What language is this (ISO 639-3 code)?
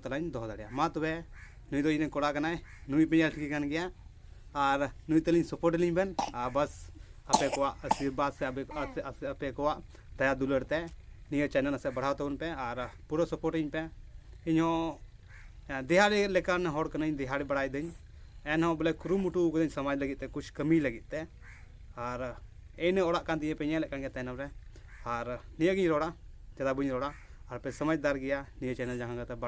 sat